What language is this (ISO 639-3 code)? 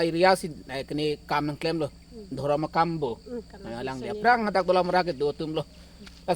mjw